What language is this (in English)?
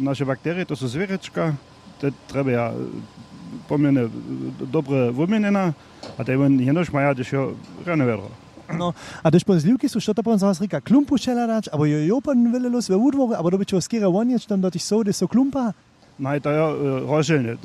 Upper Sorbian